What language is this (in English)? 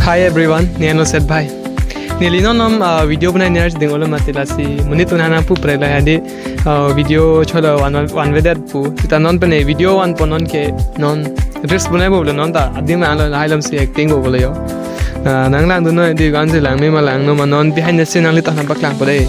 Karbi